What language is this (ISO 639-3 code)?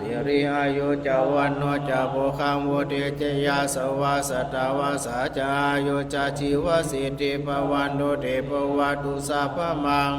pli